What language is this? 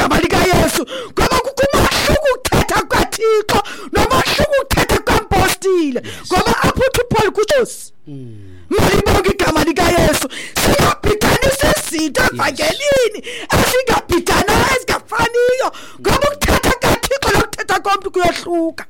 Xhosa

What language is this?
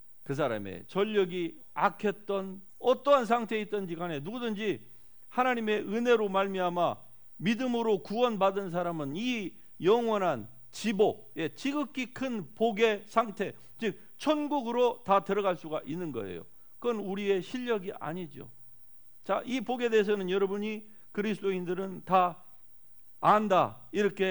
Korean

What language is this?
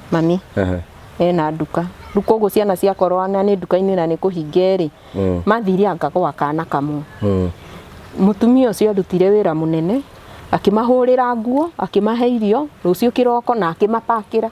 Kikuyu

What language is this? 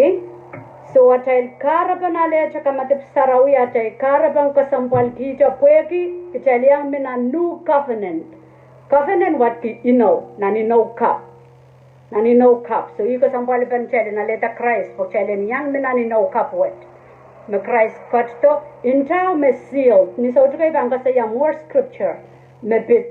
Pohnpeian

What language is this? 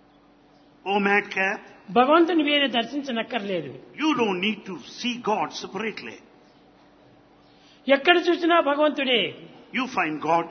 Telugu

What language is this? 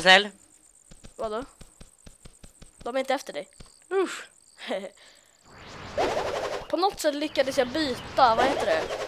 Swedish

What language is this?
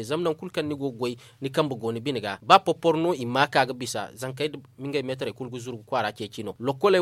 Zarma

